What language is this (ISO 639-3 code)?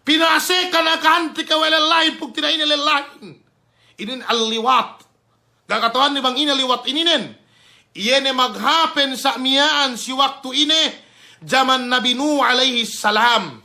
yka